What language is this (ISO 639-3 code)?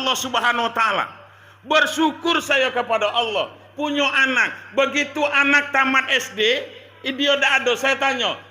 min